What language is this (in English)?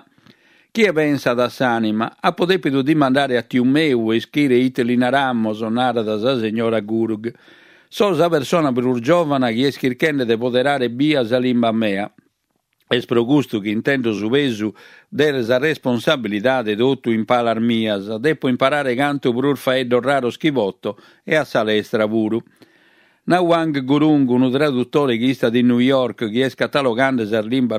Sardinian